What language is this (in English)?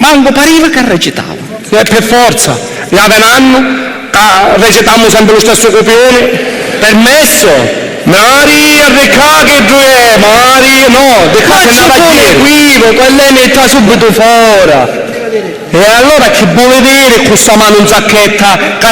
Sicilian